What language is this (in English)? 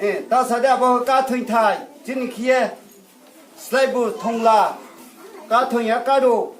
Riang (India)